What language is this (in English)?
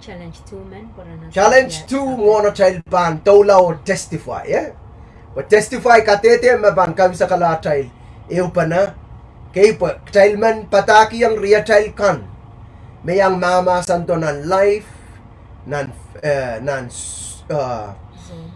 Pohnpeian